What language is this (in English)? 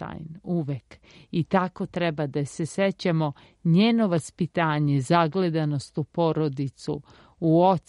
Serbian